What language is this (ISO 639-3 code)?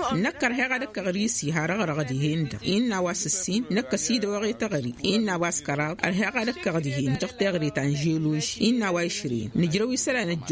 taq